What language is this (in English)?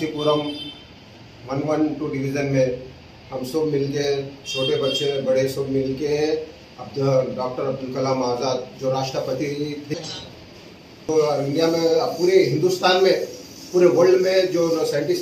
Telugu